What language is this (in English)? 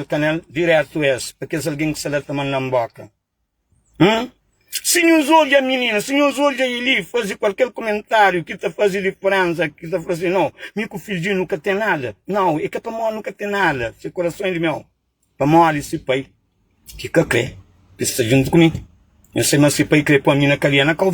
Kabuverdianu